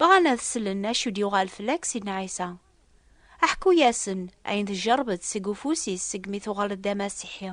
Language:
Kabyle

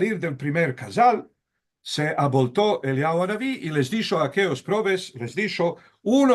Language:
Ladino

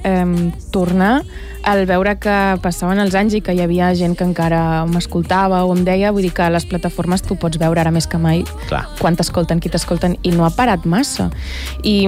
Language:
Catalan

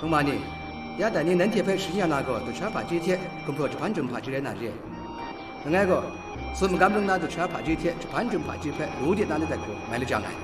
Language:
Kachin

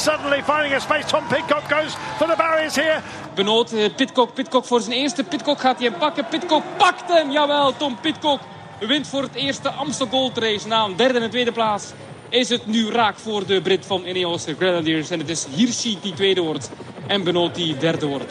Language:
Dutch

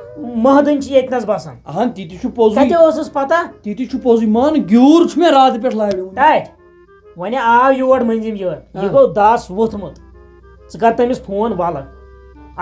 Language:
Kashmiri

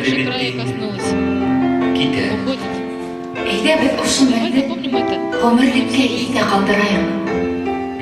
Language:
Bashkir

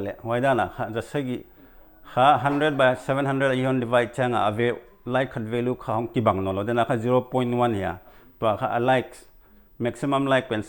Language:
Paite Chin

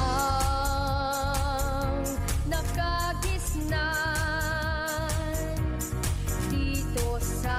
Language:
Pangasinan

